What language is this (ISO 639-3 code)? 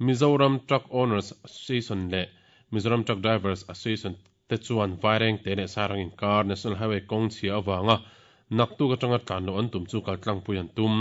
lus